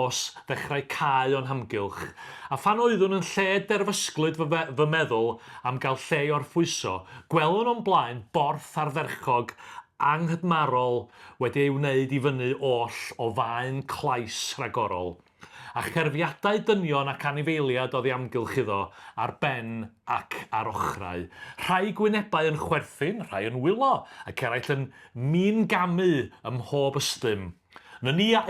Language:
Welsh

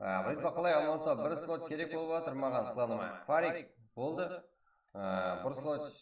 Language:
Kara-Kalpak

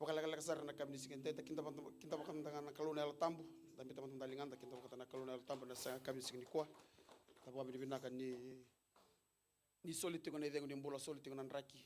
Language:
Fijian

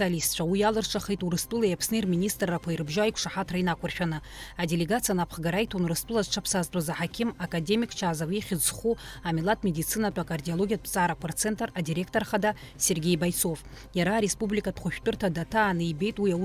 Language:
Abkhazian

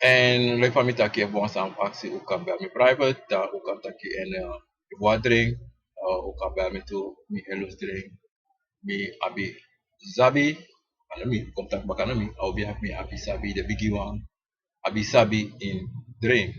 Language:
Sranan Tongo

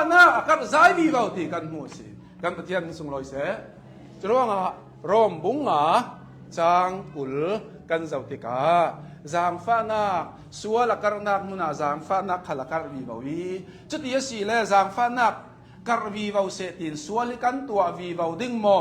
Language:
Hakha Chin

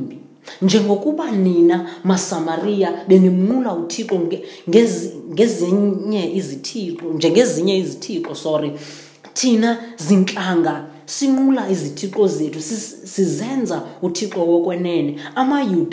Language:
Xhosa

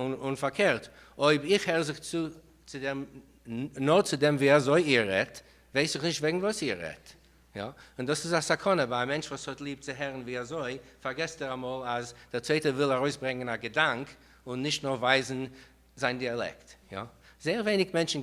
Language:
Yiddish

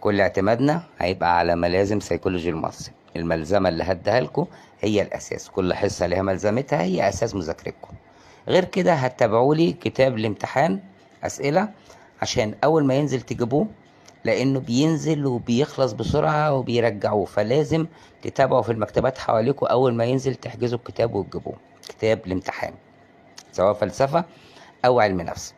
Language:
Egyptian Arabic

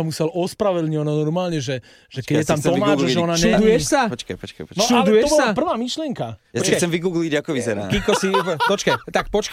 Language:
Slovak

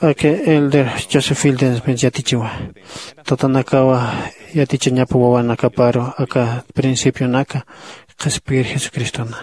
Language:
Aymara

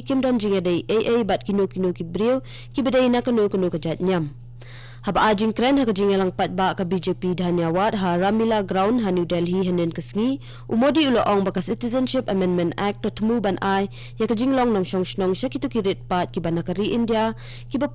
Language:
Khasi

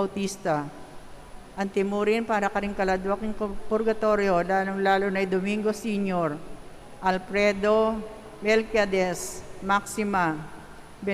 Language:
Pampanga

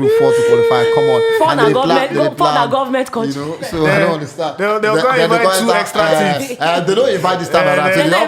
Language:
Nigerian Pidgin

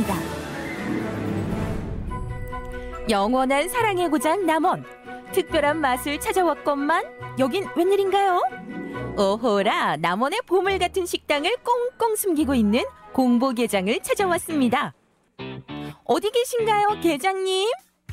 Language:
Korean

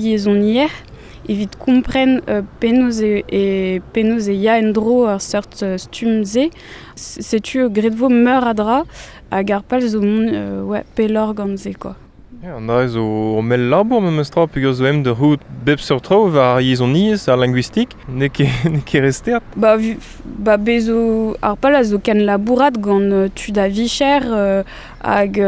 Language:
Breton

